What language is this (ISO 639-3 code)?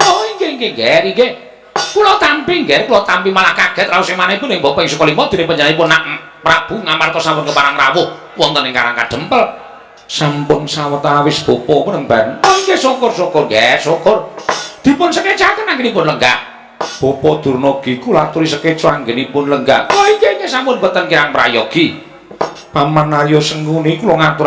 jav